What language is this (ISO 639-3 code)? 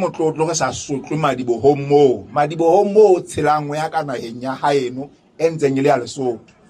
sot